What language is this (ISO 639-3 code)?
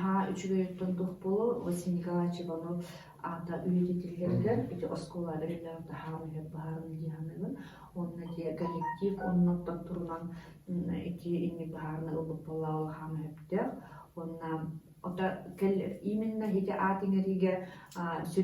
sah